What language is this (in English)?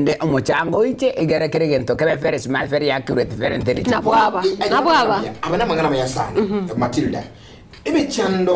Gusii